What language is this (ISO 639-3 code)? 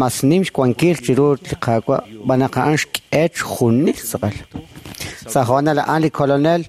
kek